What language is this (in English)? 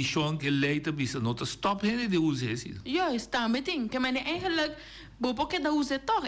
Papiamento